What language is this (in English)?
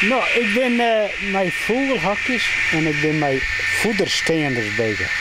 Western Frisian